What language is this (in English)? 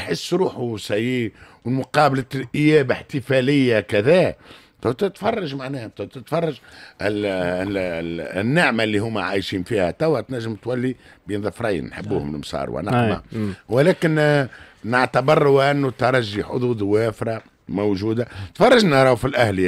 Tunisian Arabic